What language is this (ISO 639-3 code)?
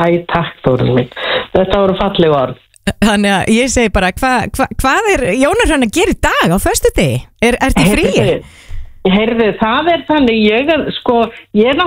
isl